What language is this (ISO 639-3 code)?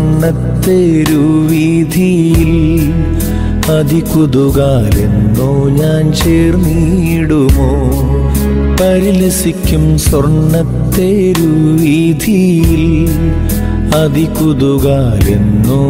mal